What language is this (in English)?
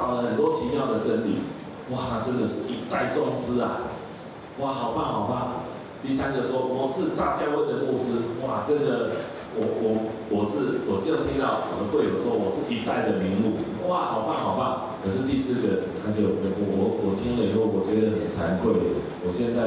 Chinese